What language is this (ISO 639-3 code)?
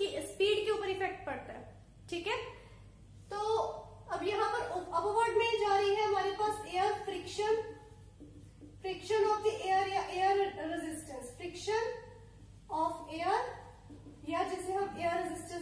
hin